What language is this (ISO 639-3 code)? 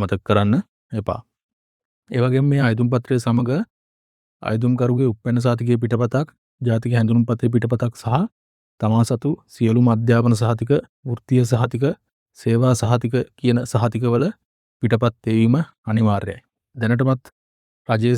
sin